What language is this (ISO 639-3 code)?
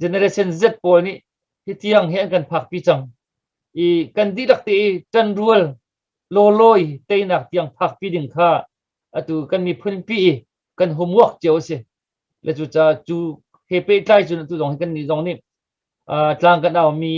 cnh